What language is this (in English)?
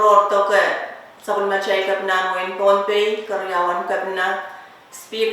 Pohnpeian